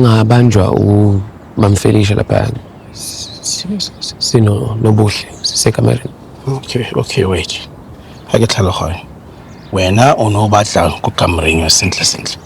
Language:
Zulu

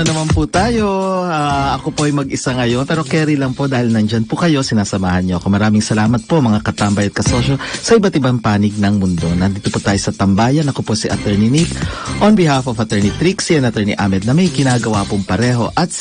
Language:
Filipino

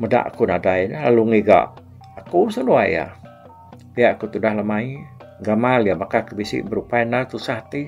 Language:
Iban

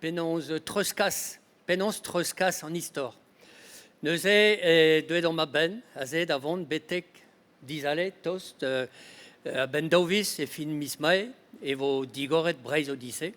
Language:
Breton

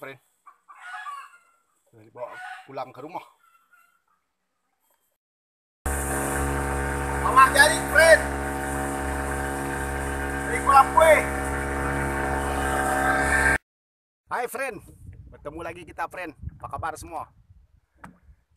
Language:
Malay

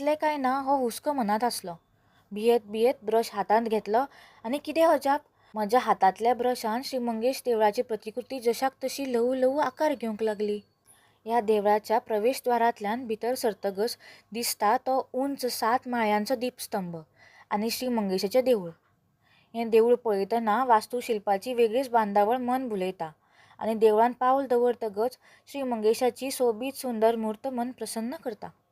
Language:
Konkani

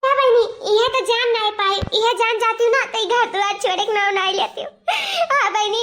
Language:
Awadhi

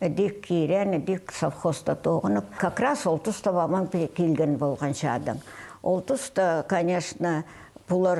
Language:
Khakas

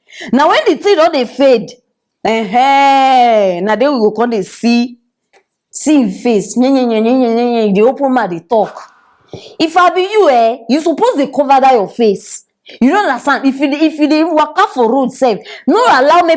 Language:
Nigerian Pidgin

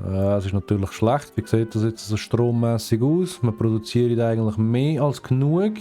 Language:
Swiss German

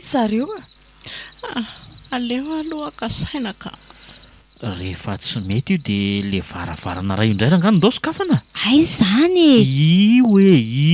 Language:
Malagasy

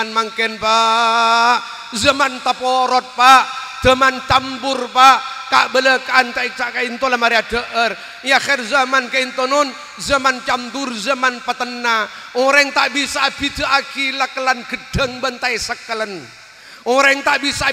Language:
Madurese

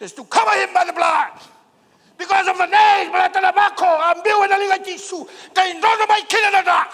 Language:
Fijian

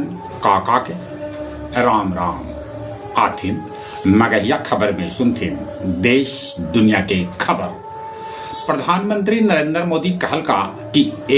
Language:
Magahi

